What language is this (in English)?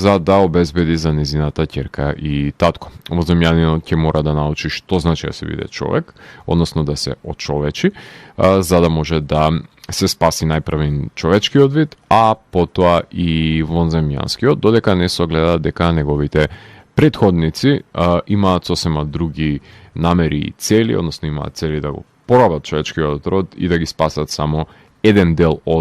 Macedonian